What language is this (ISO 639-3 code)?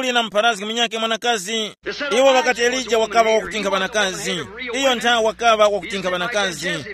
tum